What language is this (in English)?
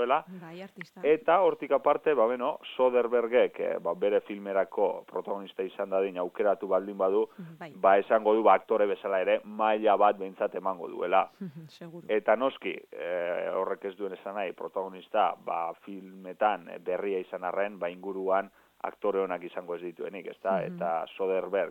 Basque